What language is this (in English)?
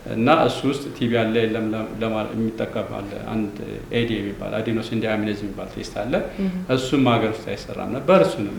Amharic